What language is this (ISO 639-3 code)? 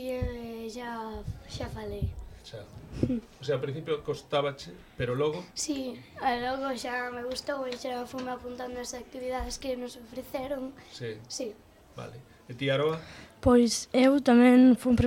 glg